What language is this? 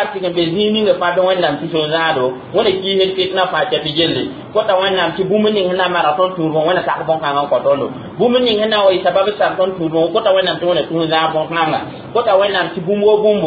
Mossi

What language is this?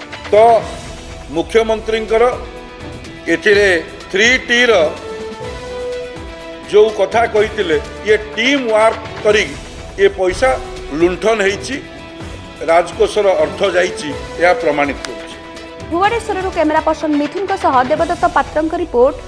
Odia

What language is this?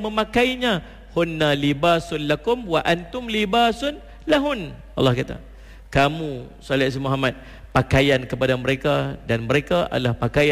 Malay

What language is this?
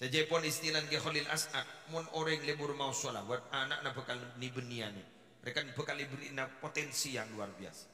Madurese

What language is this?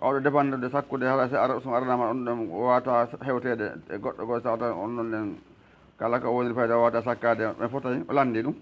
Fula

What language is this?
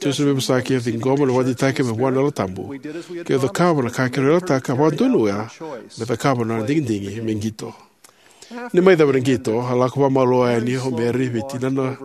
Fijian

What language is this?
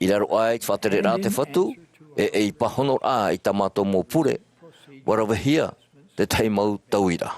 Tahitian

